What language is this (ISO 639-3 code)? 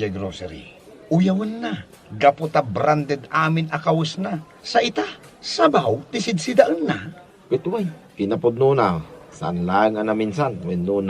ilo